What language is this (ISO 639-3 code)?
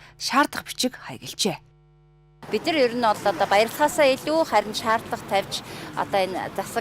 mon